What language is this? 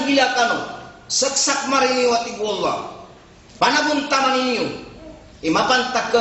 Maranao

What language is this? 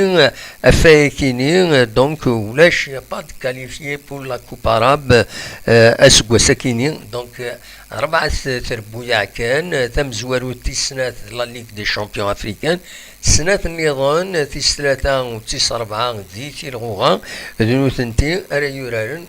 Kabyle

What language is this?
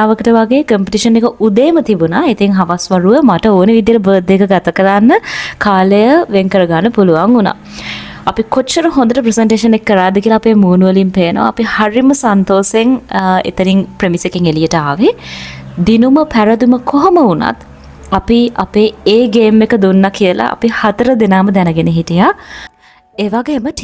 Sinhala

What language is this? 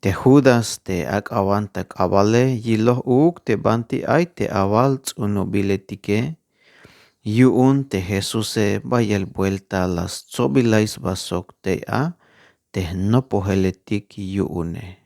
Tzeltal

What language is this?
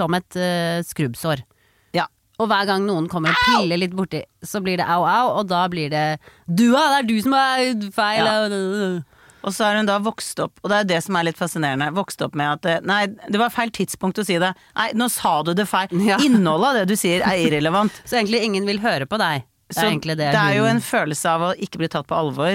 Norwegian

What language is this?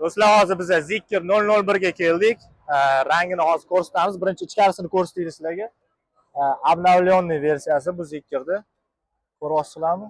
Uzbek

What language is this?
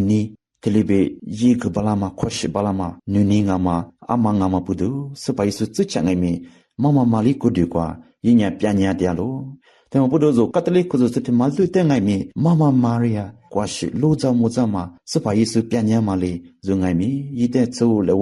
Lisu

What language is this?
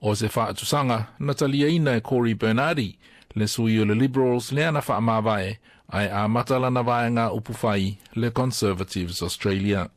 Samoan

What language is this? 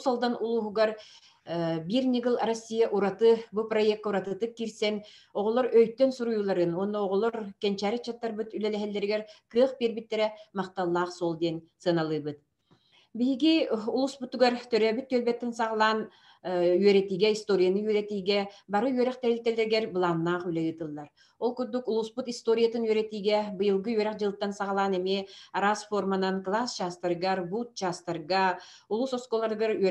Yakut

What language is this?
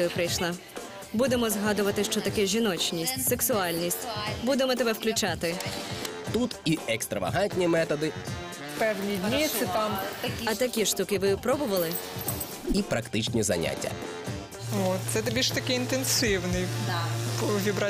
Ukrainian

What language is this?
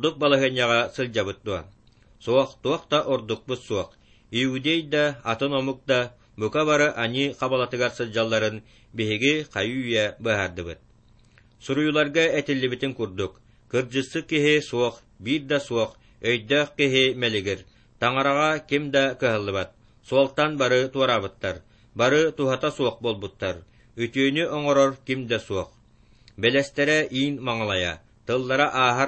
Yakut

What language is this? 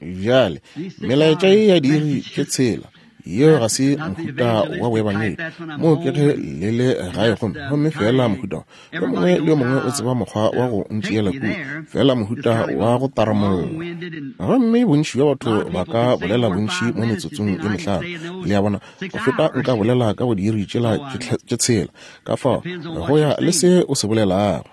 Northern Sotho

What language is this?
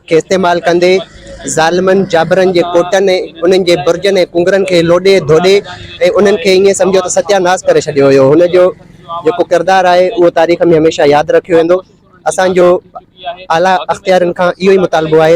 Sindhi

